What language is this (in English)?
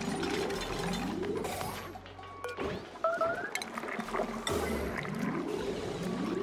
English